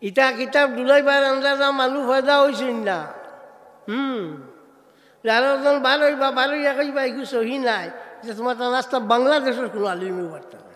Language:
Sylheti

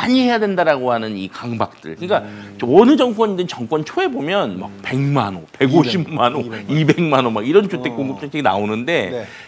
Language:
Korean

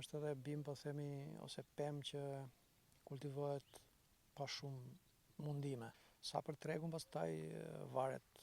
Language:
Albanian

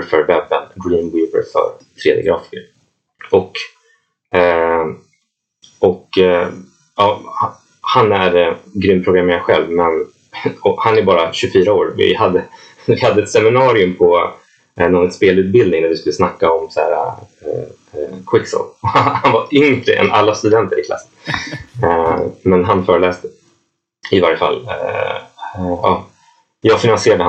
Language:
Swedish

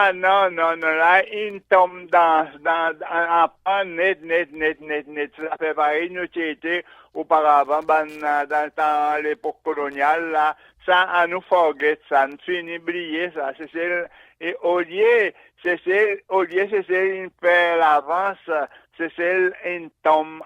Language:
Seselwa Creole French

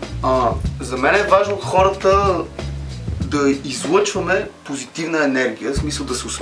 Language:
Bulgarian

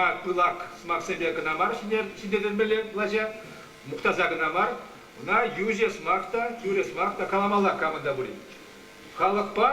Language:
Chuvash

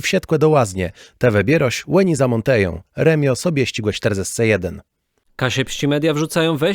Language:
Kashubian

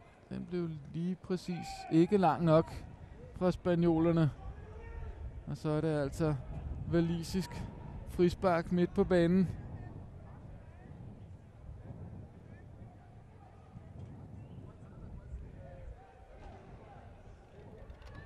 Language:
Danish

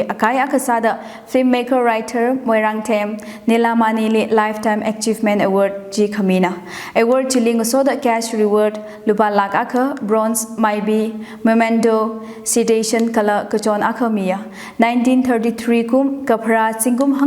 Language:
Tangkhul Naga (India)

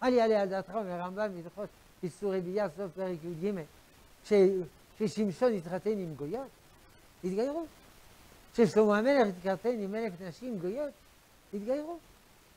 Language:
Hebrew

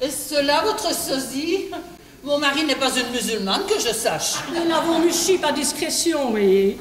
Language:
Walloon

